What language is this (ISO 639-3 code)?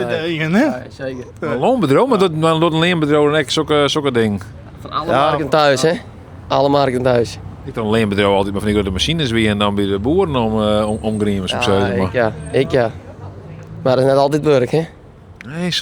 fry